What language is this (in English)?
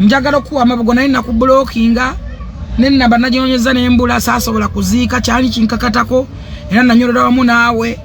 Ganda